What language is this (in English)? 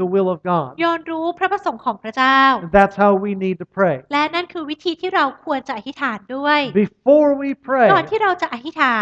Thai